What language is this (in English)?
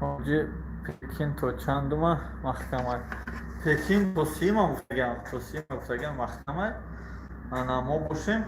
Tajik